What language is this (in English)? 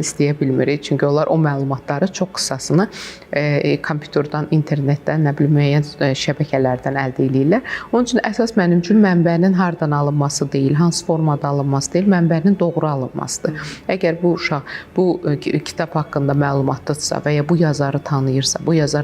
Azerbaijani